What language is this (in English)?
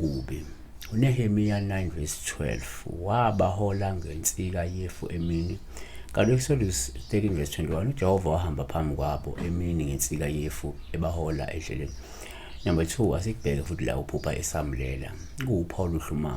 Zulu